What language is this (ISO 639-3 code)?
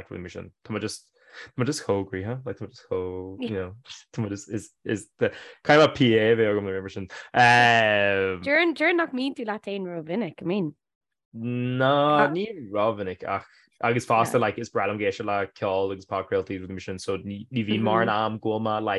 gle